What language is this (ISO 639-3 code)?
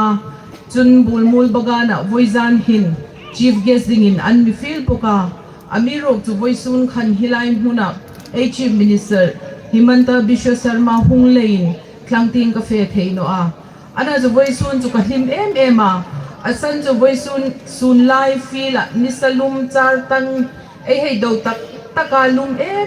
hmr